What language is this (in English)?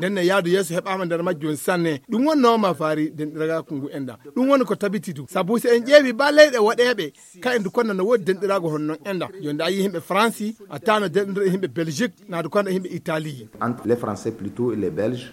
Fula